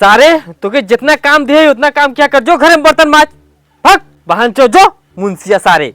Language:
Awadhi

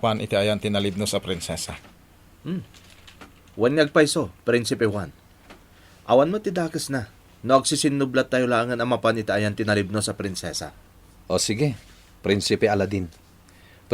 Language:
Iloko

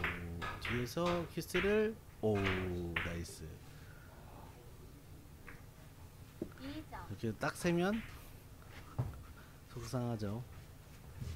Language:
Korean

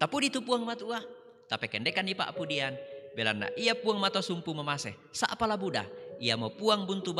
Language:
Toraja-Sa'dan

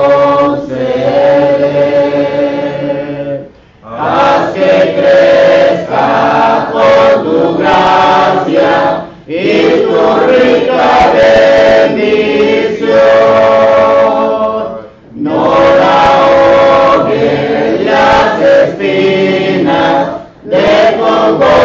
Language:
Spanish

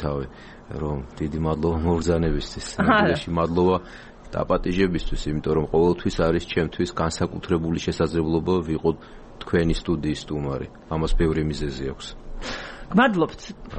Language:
Georgian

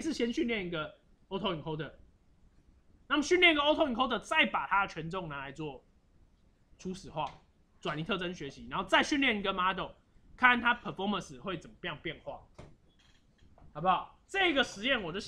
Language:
Chinese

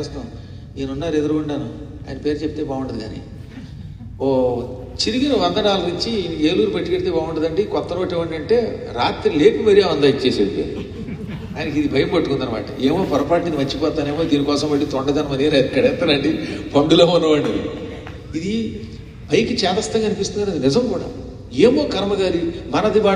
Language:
Telugu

